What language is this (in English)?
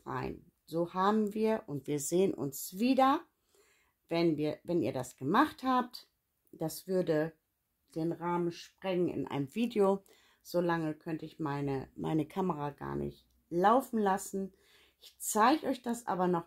German